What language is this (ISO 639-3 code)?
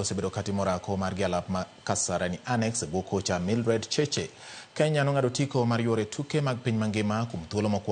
luo